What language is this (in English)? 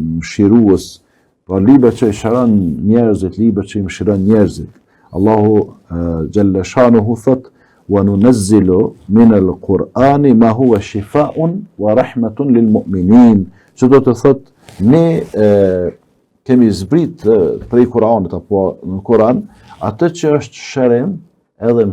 Albanian